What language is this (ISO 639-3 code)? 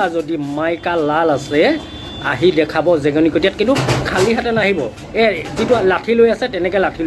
asm